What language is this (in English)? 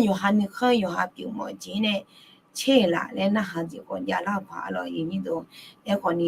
Akha